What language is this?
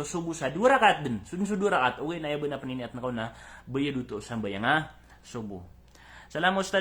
Maranao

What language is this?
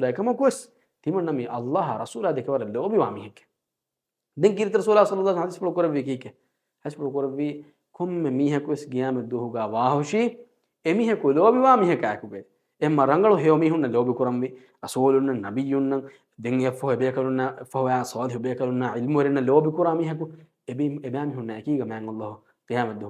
Divehi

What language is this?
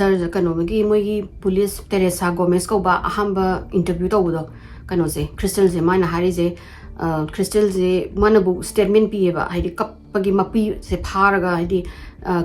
Manipuri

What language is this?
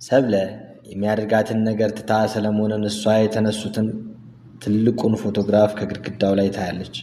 Amharic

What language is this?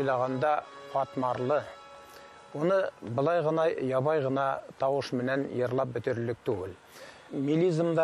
Bashkir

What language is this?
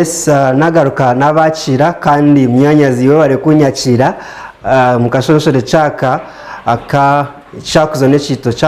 Nyankole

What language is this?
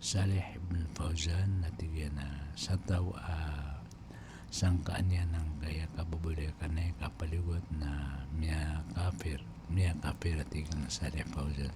Maranao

